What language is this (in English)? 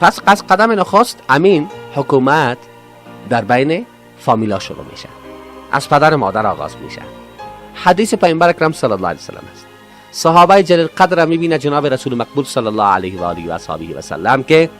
Persian